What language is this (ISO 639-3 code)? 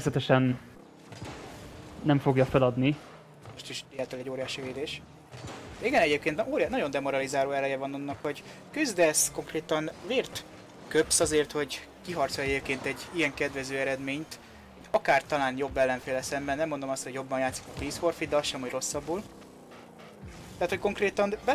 hun